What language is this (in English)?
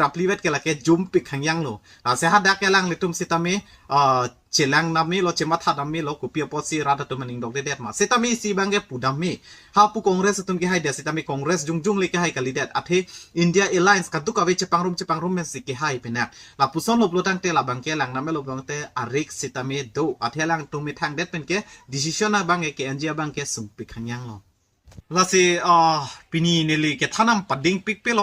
Karbi